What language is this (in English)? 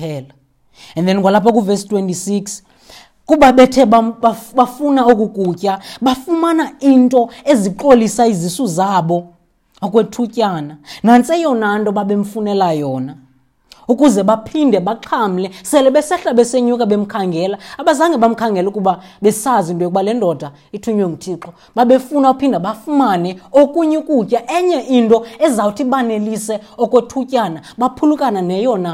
Xhosa